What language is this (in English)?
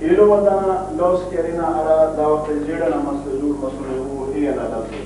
Brahui